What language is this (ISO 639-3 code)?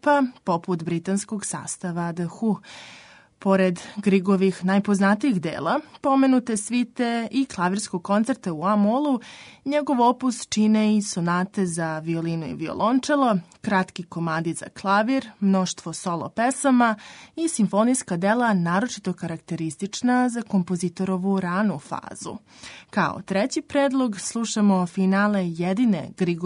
srp